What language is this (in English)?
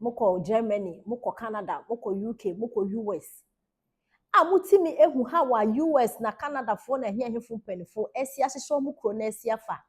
Akan